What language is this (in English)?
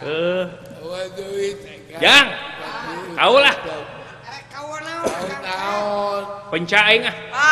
Sundanese